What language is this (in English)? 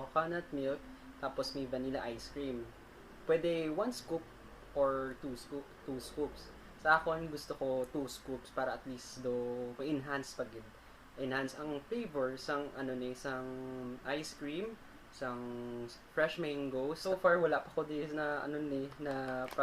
Hiligaynon